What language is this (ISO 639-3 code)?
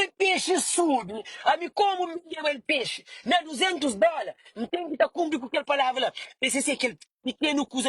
kea